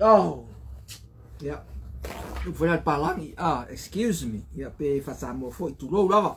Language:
Samoan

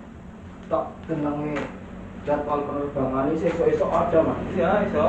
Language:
Betawi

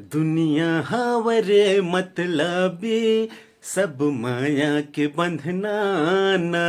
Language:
Chhattisgarhi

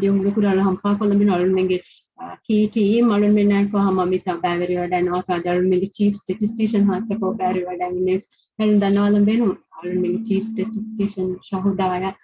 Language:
Divehi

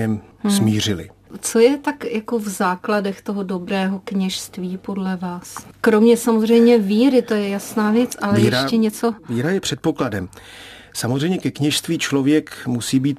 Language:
Czech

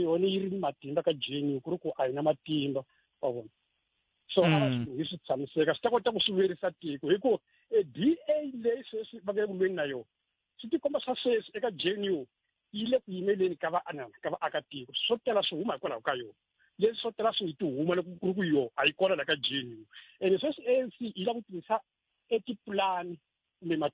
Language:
Tsonga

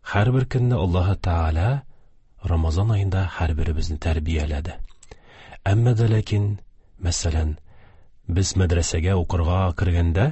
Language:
Tatar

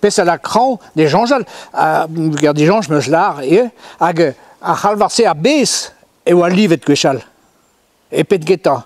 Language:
Breton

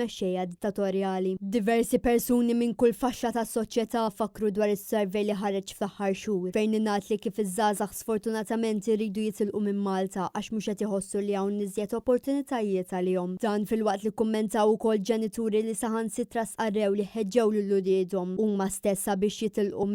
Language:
Maltese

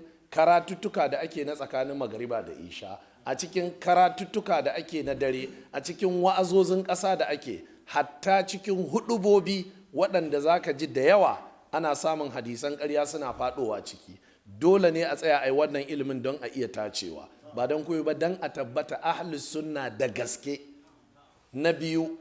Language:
Hausa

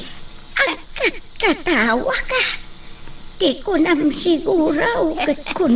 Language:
Iloko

